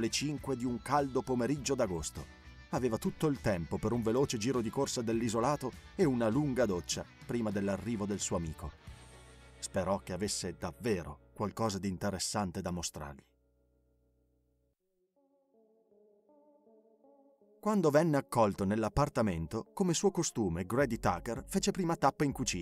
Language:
Italian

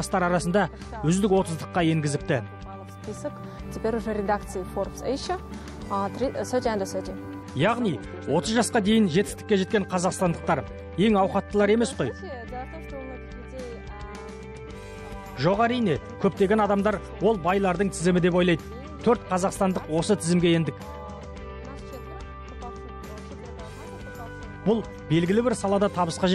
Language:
Kazakh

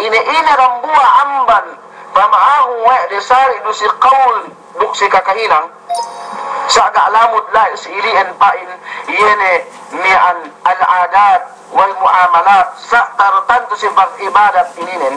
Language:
Yakan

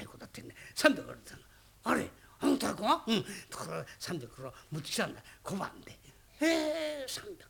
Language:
Japanese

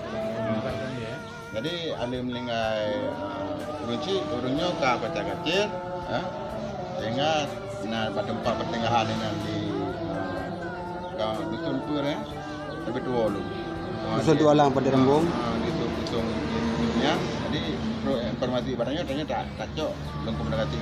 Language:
Achinese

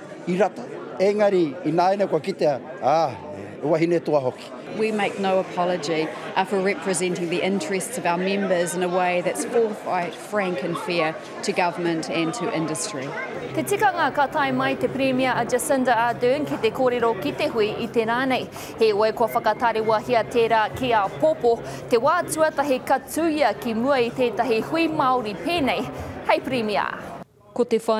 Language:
Māori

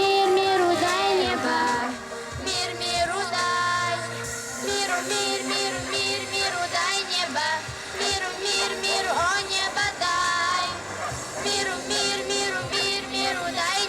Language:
Chuvash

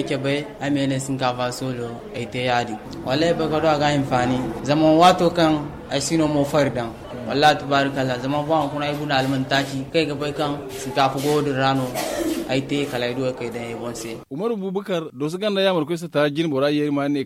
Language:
Zarma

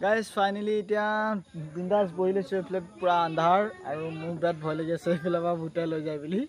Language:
Assamese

